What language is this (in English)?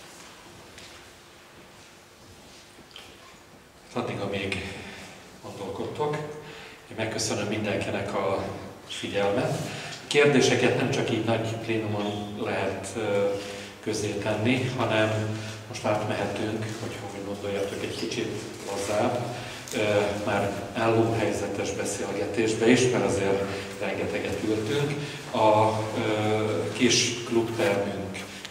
Hungarian